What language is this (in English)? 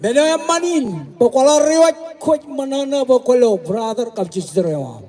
Marshallese